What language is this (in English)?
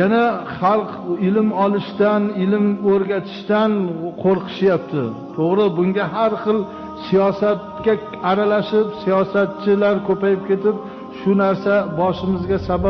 Uzbek